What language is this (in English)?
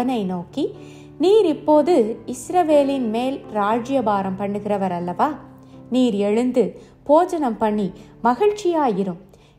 Tamil